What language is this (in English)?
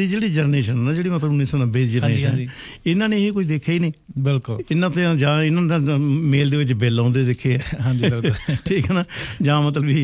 Punjabi